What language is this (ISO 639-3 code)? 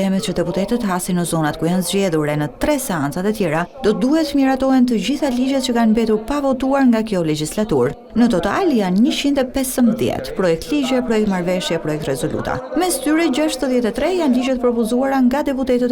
sqi